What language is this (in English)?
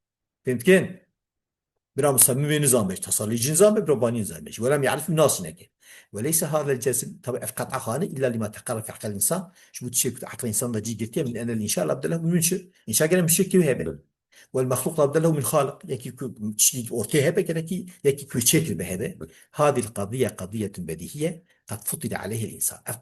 Kurdish